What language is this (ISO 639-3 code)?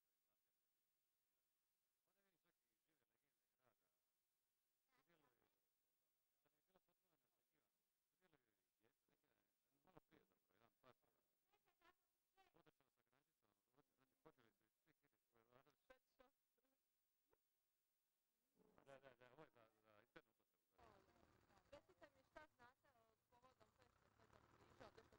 hrv